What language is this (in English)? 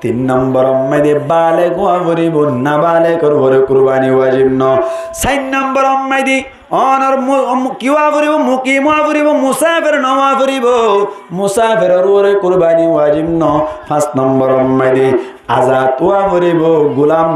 Rohingya